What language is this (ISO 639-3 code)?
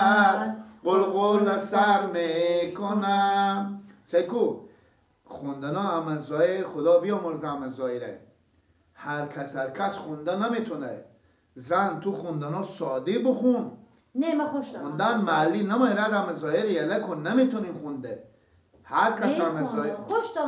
fas